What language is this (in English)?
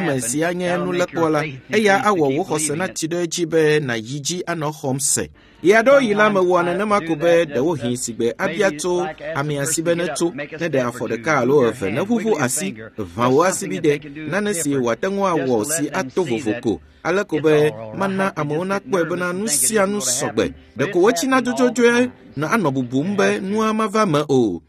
Ewe